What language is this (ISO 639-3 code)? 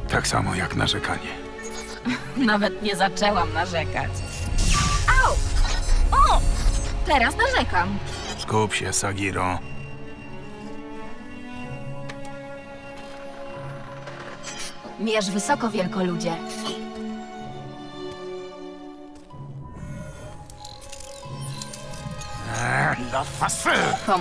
pol